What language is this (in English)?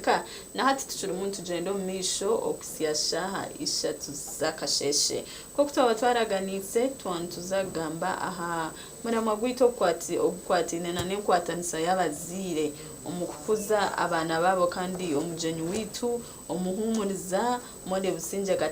Nyankole